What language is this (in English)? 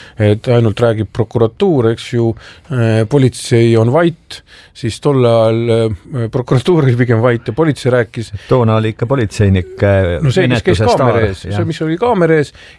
Estonian